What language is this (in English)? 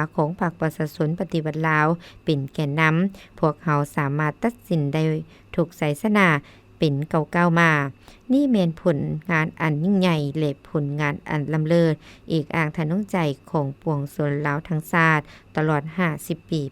Lao